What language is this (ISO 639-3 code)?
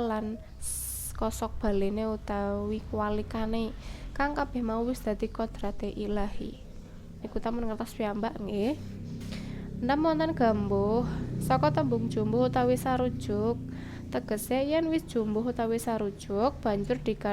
jav